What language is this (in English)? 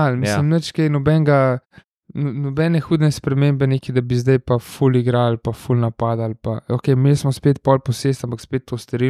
Slovenian